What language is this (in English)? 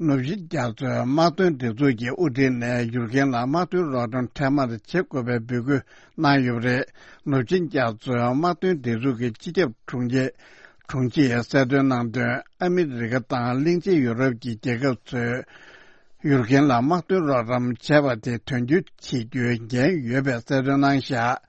Tibetan